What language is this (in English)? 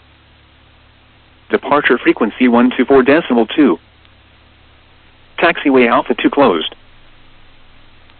English